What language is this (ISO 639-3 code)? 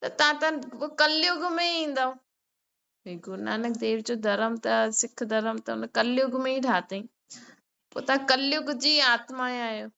snd